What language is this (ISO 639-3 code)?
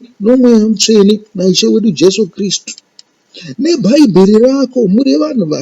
sna